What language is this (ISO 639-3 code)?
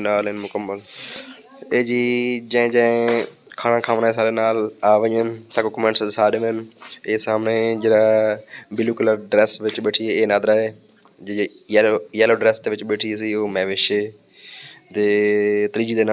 skr